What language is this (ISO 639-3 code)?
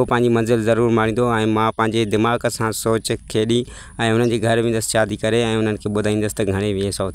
snd